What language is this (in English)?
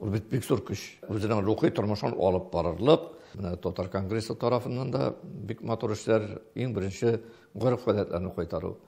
Tatar